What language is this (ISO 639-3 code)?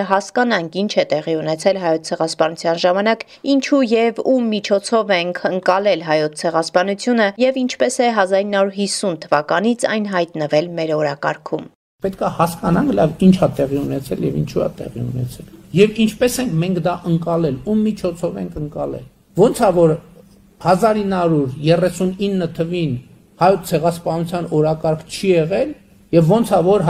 hye